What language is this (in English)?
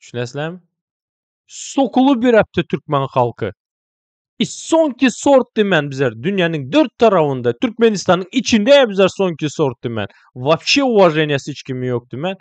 Turkmen